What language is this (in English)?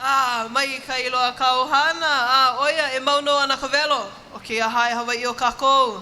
Hawaiian